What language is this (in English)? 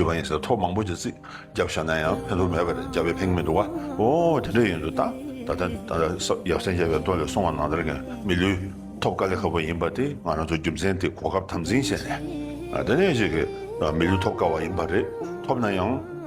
Tibetan